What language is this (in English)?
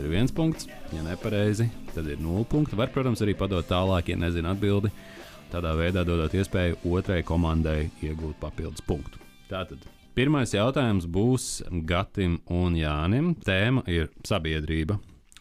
Latvian